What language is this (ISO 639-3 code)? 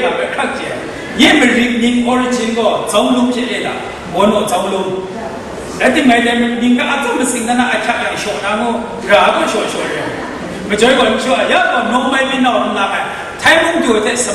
kac